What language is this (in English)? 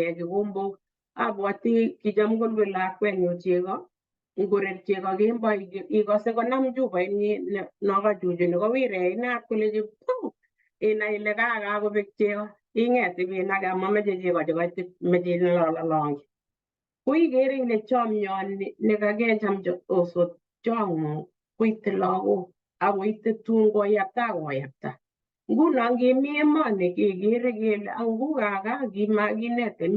Kalenjin